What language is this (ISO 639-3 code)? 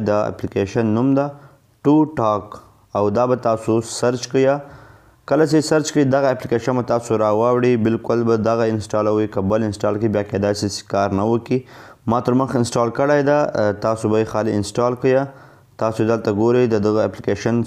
pus